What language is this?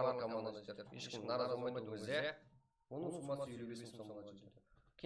Kara-Kalpak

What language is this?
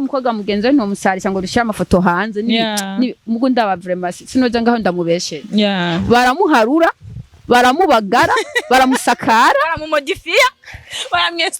Rundi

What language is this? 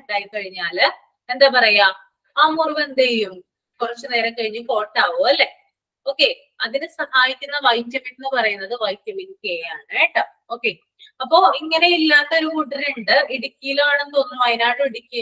Malayalam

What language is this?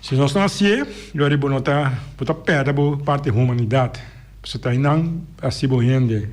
Papiamento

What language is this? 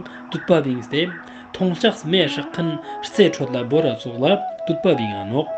Ladakhi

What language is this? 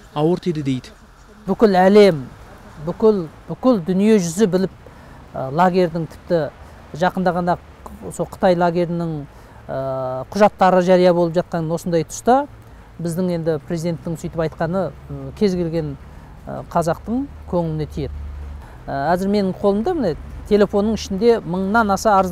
Kazakh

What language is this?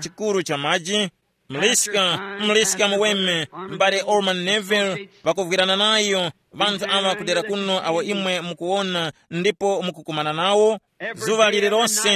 Tumbuka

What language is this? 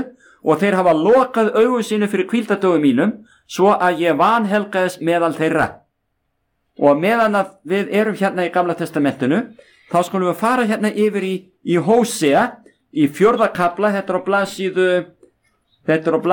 Icelandic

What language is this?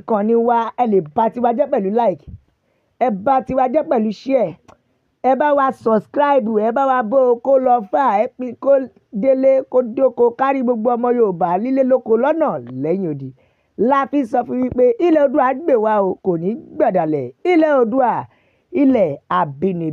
Yoruba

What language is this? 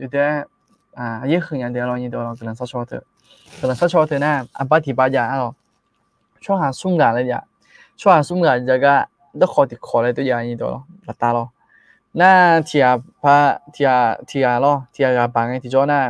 Akha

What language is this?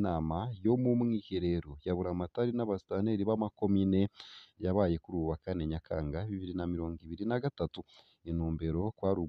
Rundi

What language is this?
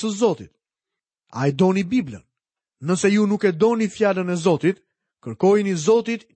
Albanian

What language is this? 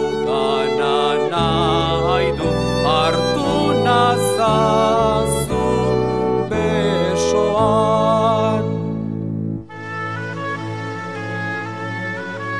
Basque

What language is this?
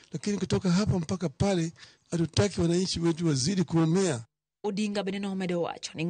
Luo (Kenya and Tanzania)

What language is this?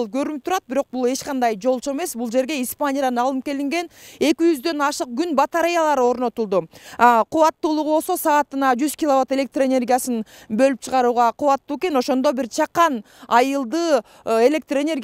Kyrgyz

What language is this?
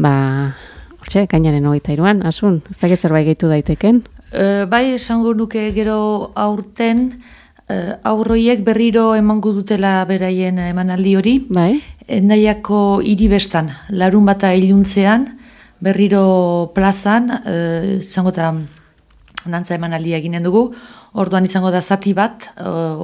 Basque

